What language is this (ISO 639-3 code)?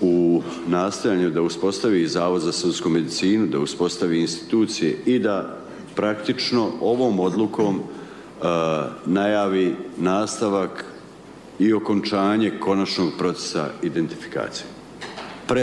bos